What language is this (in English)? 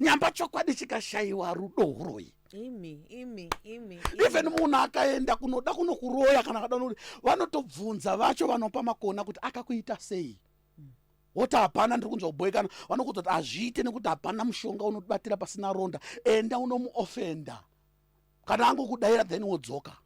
Shona